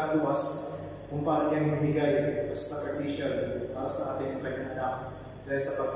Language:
Filipino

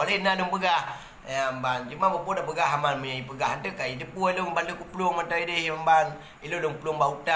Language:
Achinese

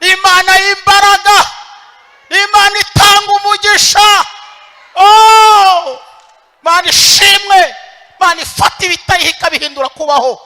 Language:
Kinyarwanda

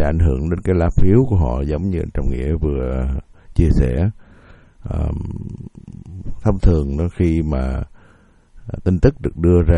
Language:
Vietnamese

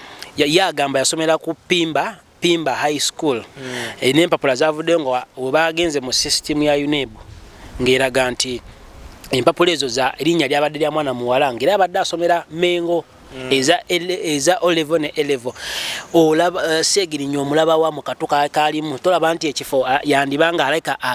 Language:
Ganda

